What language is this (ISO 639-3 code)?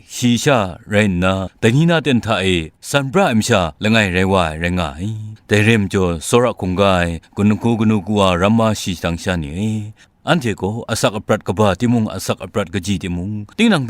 kac